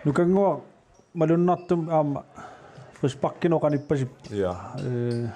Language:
Kalaallisut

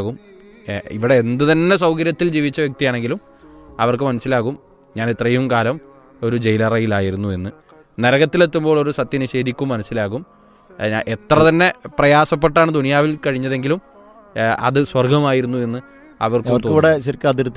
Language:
Malayalam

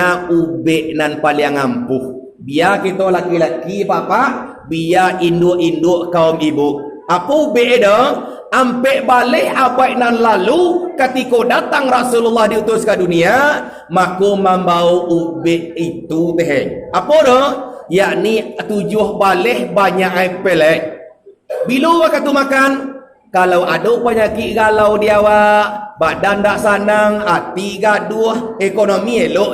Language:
Minangkabau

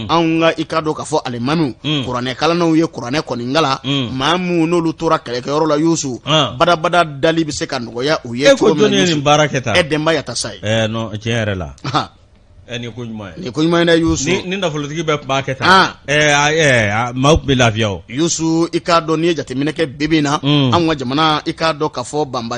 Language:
Bambara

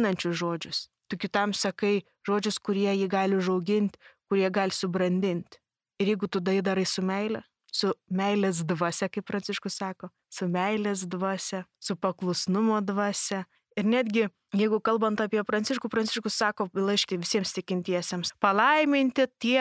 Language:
Lithuanian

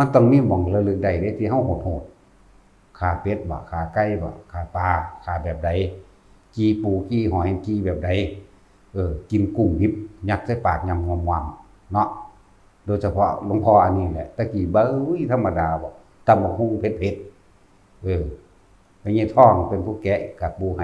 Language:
Northeastern Thai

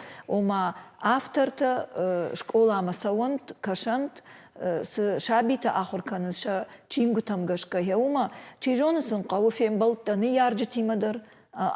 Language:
Ossetic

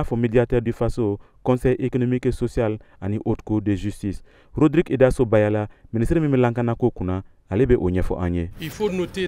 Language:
Bambara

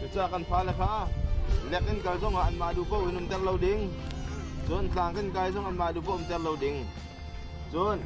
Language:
Hakha Chin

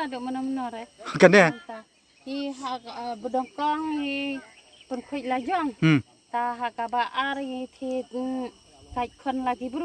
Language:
Khasi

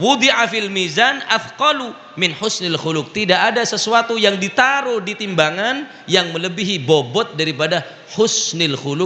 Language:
Madurese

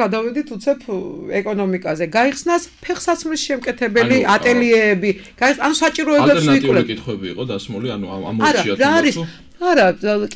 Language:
Georgian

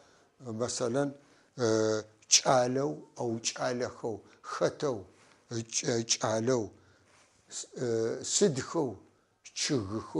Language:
North Levantine Arabic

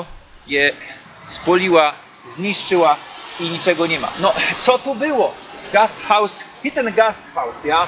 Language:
Silesian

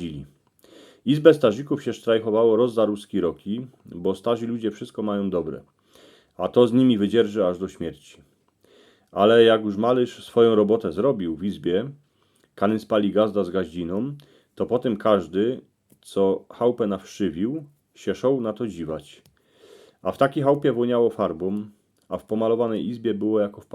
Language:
Silesian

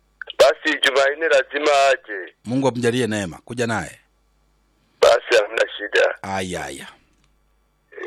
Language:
Swahili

